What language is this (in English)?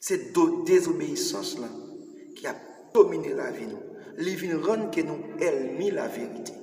Haitian Creole